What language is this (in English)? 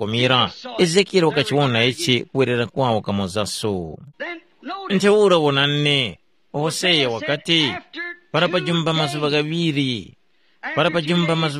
Tumbuka